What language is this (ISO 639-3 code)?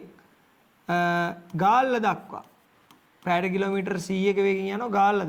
sin